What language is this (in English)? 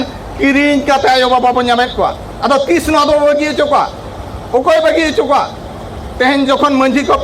Santali